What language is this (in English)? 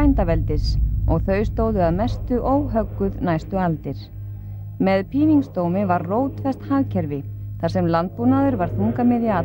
Icelandic